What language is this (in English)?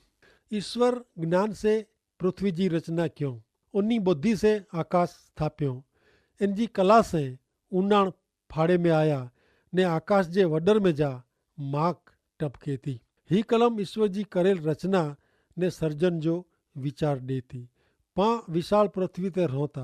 Kachhi